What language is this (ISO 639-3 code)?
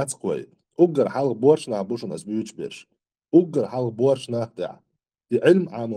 che